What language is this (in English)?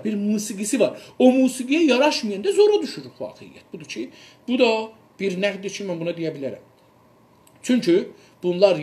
South Azerbaijani